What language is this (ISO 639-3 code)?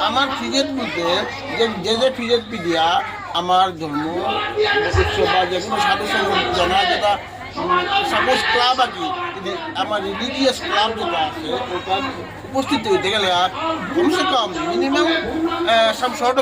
bpy